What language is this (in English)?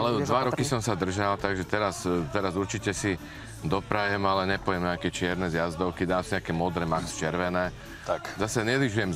Slovak